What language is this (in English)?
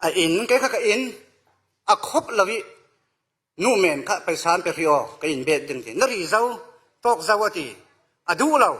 Falam Chin